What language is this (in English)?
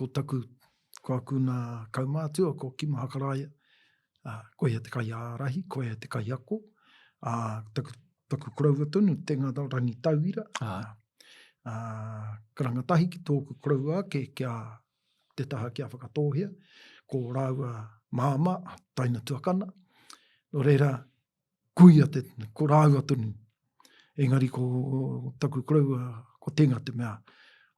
Māori